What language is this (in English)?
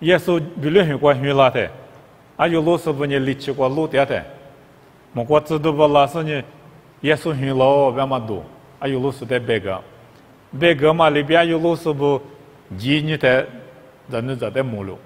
Lisu